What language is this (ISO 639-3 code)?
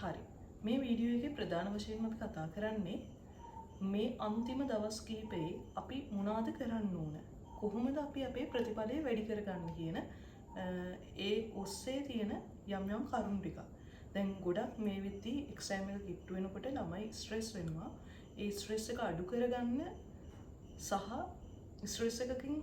sin